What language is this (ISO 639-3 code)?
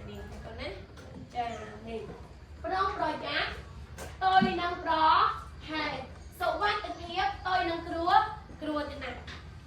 khm